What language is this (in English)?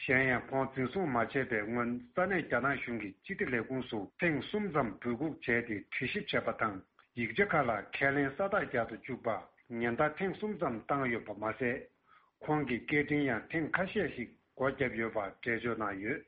Tibetan